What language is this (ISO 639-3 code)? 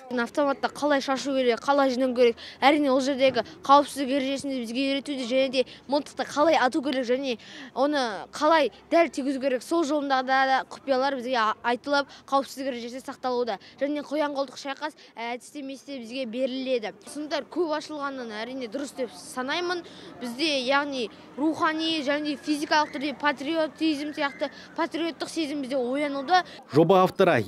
kaz